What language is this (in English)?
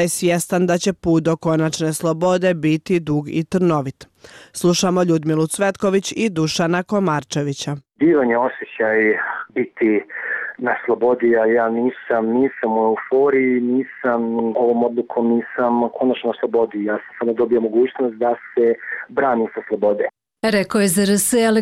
Croatian